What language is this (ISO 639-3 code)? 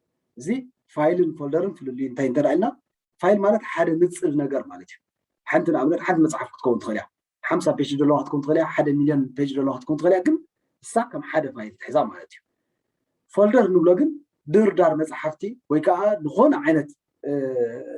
tir